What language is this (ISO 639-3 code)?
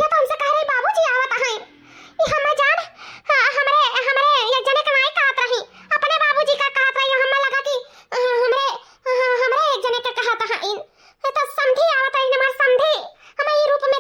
awa